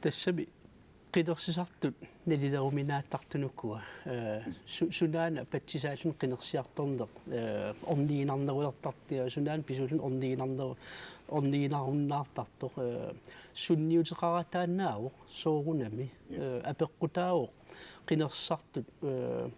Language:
Kalaallisut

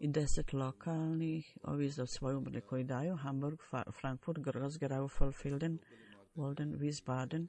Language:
Bosnian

